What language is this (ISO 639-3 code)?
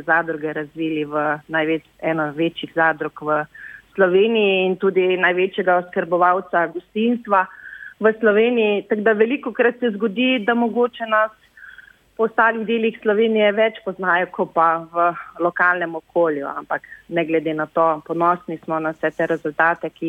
slv